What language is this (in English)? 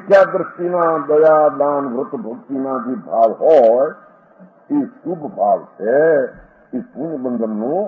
Gujarati